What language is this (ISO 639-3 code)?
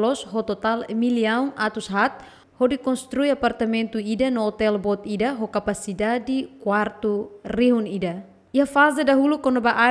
tet